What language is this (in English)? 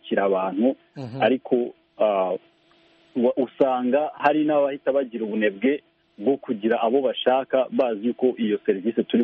Kinyarwanda